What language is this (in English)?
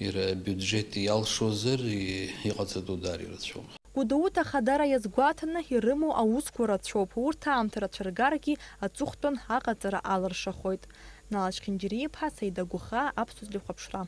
Abkhazian